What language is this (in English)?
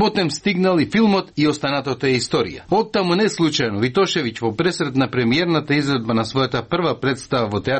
Macedonian